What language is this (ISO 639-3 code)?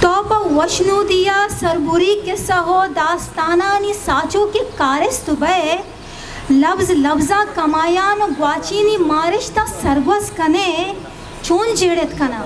bgp